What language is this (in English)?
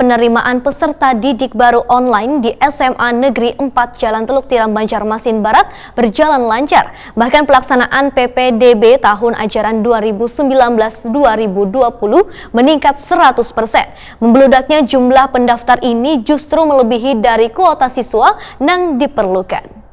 Banjar